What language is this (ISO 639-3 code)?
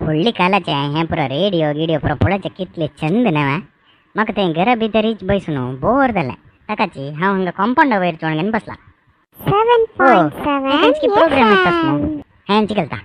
kok